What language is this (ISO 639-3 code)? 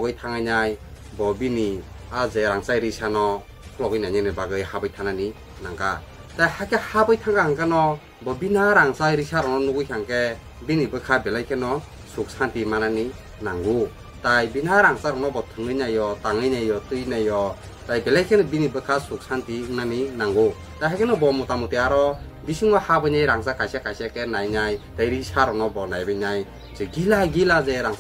trp